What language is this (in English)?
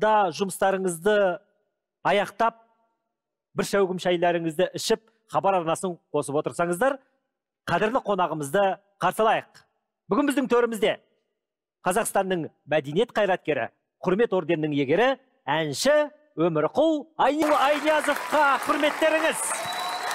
Kazakh